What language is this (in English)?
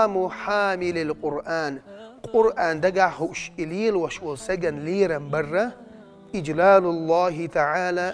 Chechen